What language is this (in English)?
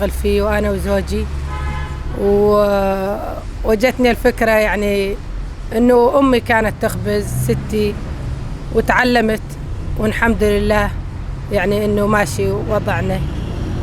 North Levantine Arabic